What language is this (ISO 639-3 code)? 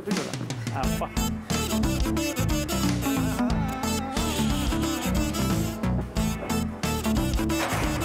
tam